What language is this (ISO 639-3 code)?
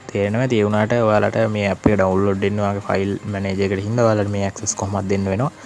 sin